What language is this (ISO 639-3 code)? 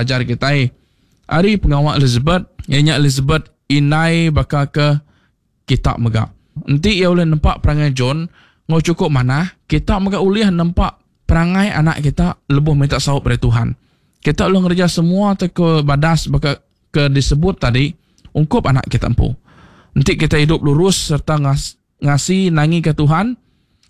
iba